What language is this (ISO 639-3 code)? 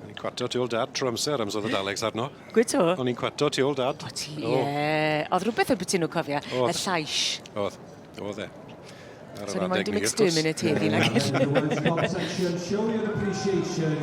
cym